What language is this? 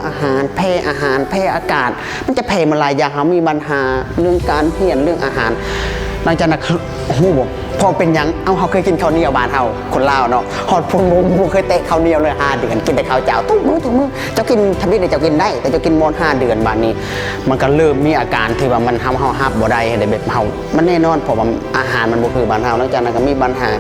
Lao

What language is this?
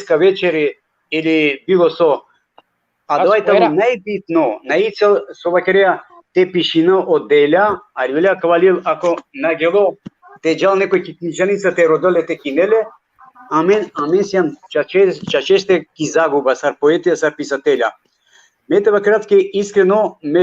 Balkan Romani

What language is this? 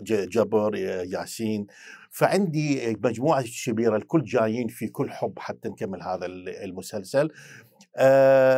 Mesopotamian Arabic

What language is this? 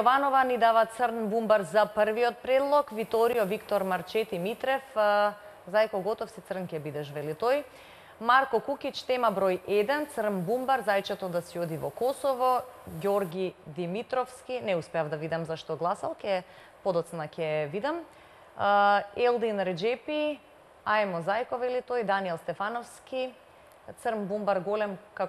Macedonian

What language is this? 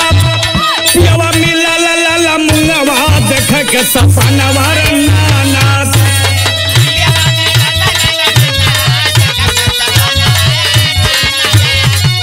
Bhojpuri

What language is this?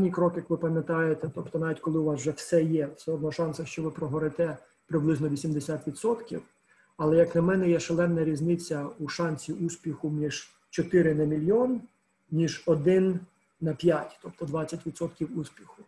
Ukrainian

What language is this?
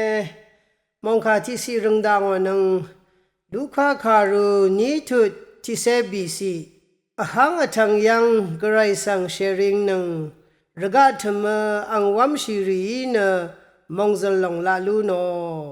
Rawang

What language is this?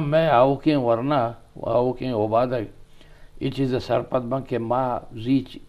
Eastern Balochi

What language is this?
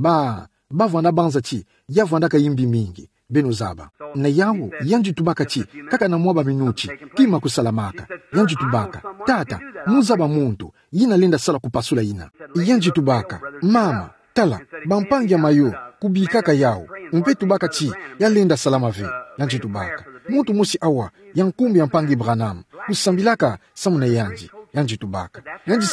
Kituba (Democratic Republic of Congo)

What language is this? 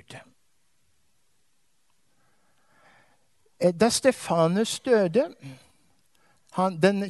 Norwegian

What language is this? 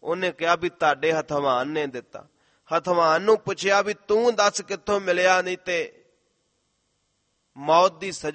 Punjabi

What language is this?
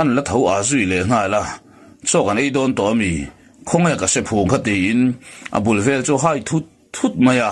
Mizo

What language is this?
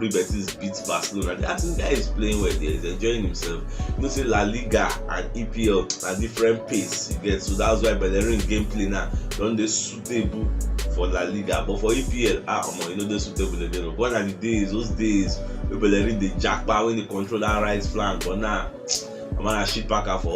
Nigerian Pidgin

